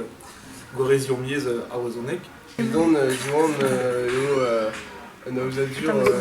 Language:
Breton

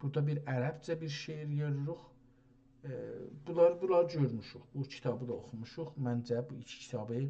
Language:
South Azerbaijani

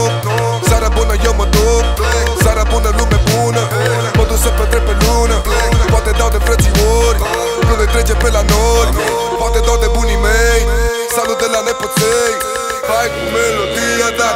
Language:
Romanian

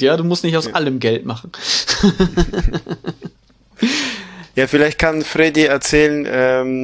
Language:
German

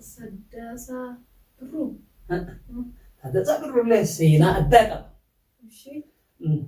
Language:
Oromo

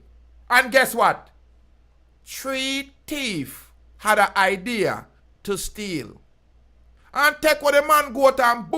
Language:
Jamaican Creole English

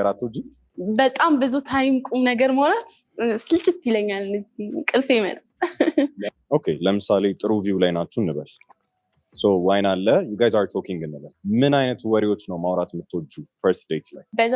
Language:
Amharic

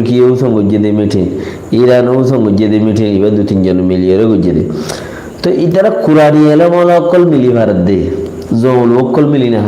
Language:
Rohingya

